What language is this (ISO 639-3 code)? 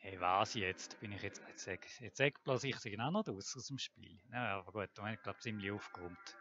gsw